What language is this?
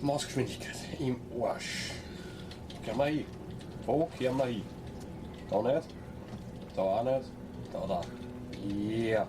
Bavarian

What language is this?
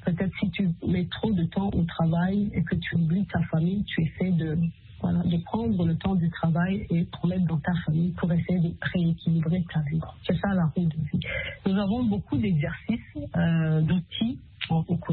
French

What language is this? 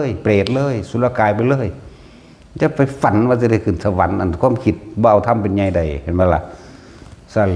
Northeastern Thai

